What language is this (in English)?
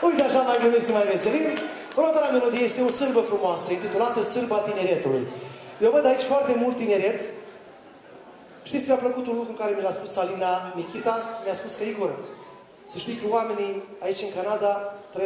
Romanian